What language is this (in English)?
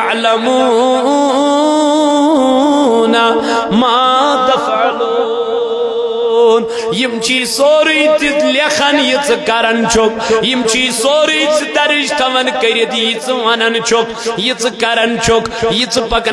Kashmiri